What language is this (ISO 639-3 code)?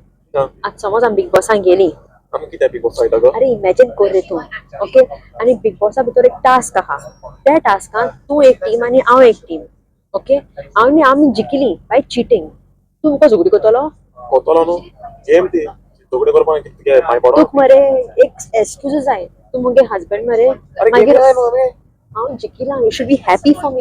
kok